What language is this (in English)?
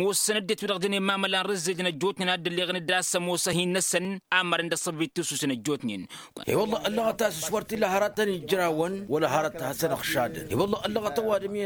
Tamasheq